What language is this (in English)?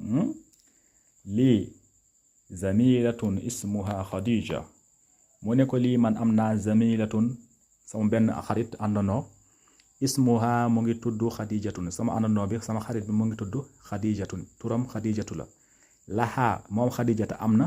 Wolof